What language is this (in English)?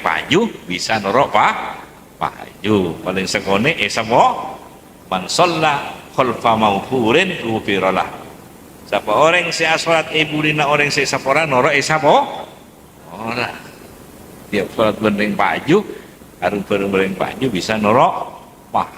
Madurese